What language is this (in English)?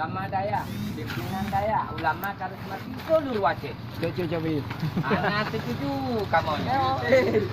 Achinese